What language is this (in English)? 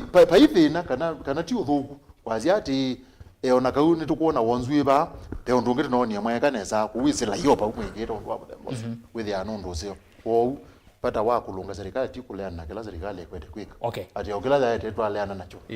Kamba